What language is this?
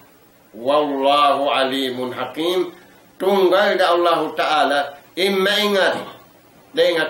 Tausug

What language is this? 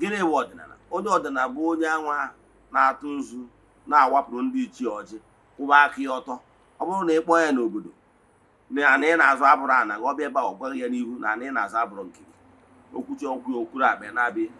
Igbo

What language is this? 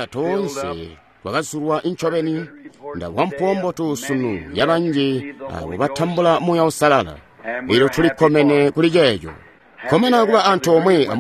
Tonga (Zambia)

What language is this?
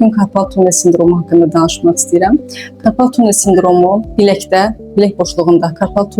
Azerbaijani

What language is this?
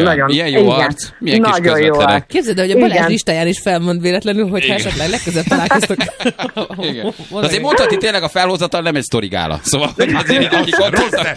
Hungarian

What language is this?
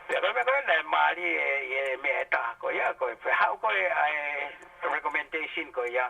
Tongan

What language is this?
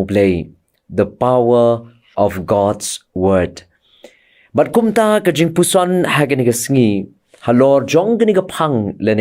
Khasi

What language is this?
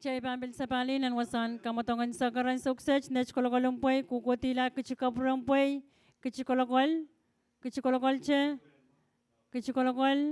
Pohnpeian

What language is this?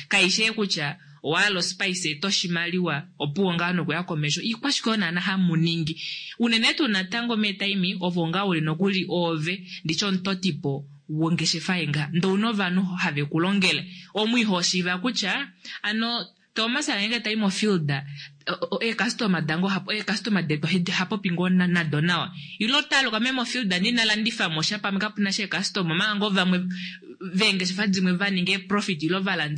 Kuanyama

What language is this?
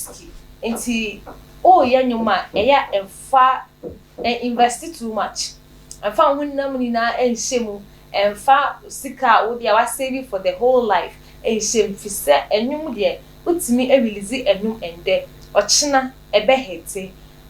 Akan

